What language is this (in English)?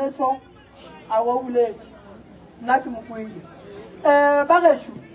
Northern Sotho